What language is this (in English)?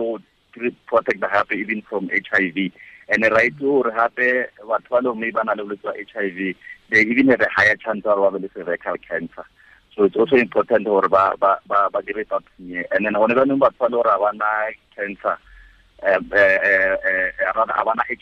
Tswana